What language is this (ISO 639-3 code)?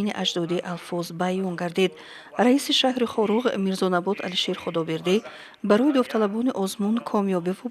tgk